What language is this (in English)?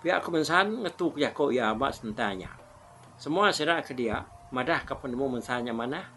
Iban